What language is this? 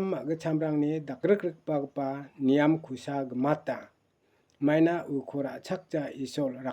Garo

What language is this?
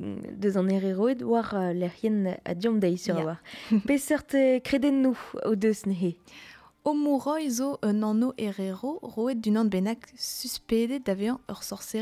Breton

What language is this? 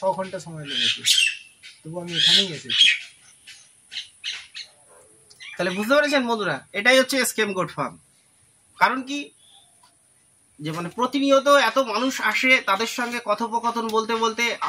Bangla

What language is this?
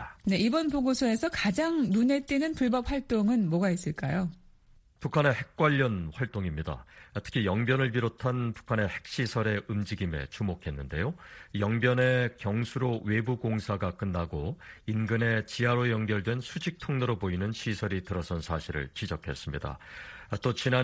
Korean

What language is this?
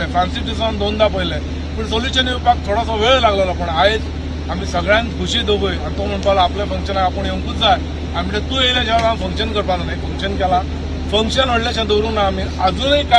Konkani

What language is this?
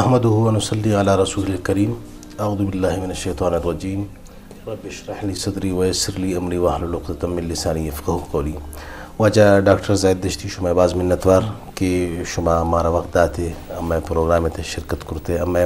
Eastern Balochi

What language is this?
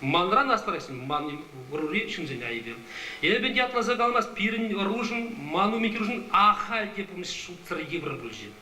Chuvash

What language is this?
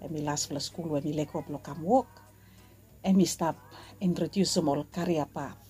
Bislama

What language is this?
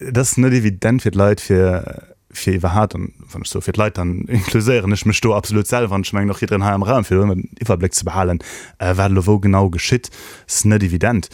Luxembourgish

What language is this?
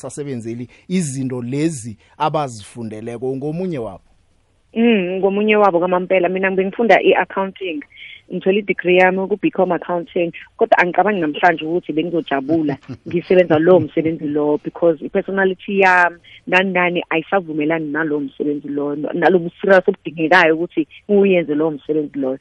South Ndebele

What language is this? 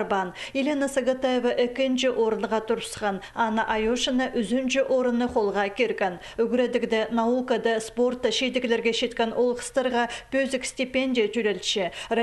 Khakas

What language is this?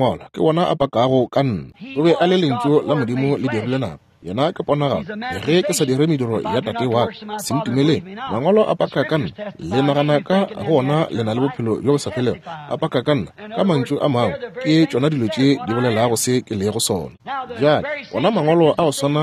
Northern Sotho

